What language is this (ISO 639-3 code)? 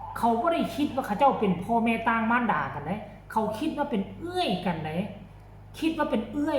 tts